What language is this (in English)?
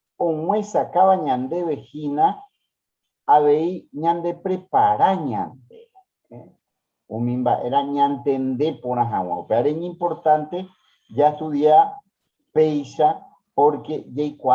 Guarani